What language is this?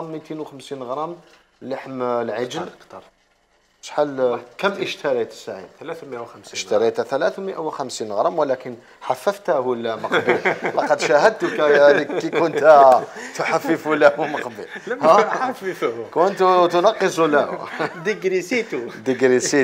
Algerian Arabic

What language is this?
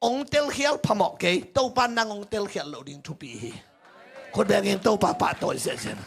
Tedim Chin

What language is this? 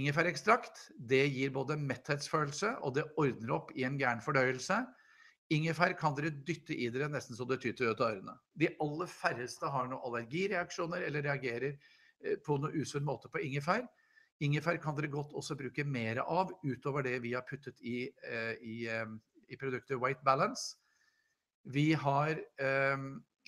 Norwegian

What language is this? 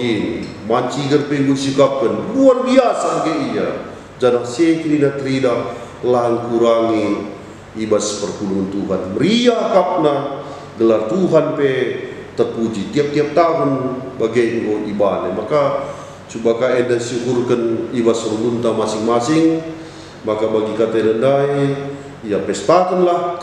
Batak Karo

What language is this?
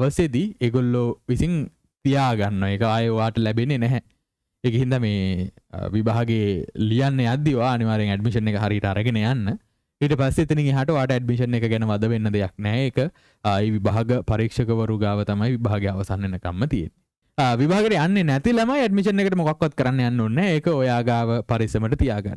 Sinhala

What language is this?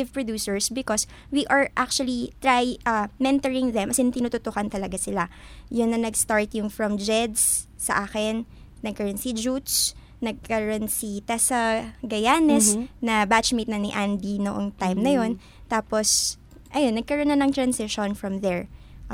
Filipino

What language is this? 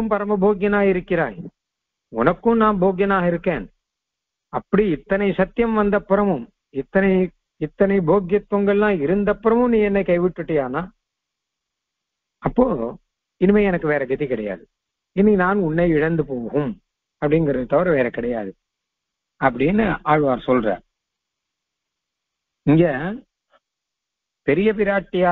Tamil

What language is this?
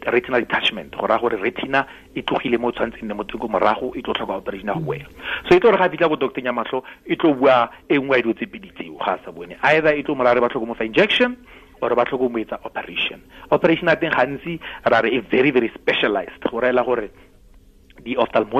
Tswana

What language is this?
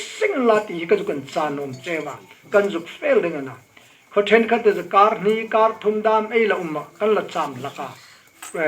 Hmar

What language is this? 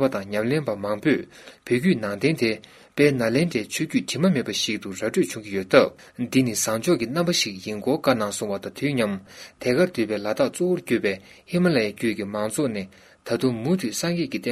Tibetan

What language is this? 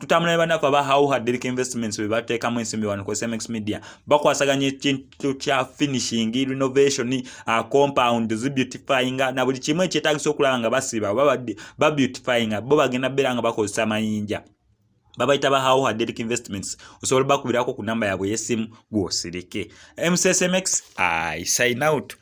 Ganda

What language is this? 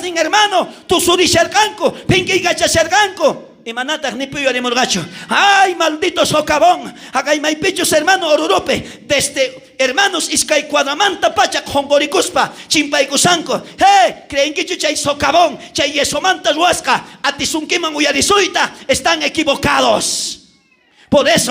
South Bolivian Quechua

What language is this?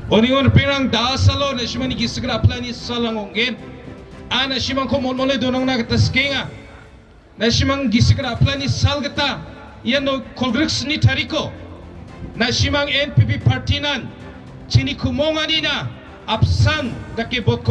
Garo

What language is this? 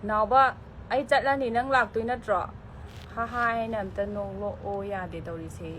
Manipuri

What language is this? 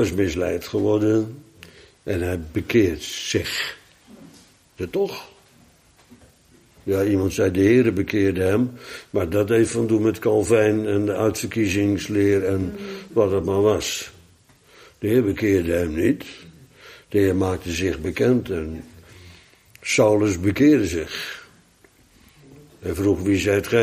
Dutch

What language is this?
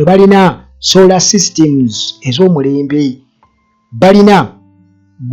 Ganda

